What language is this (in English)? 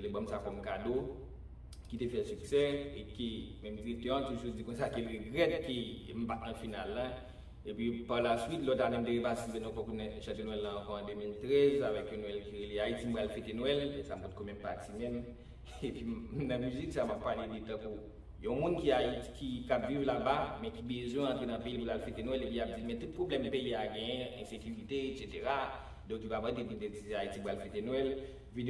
Haitian Creole